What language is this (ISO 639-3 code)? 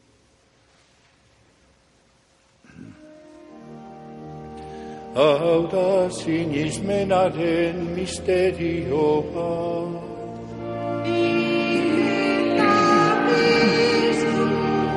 eus